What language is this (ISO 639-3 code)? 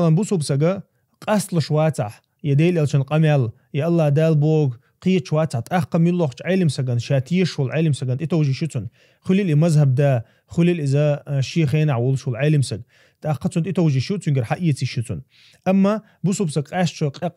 che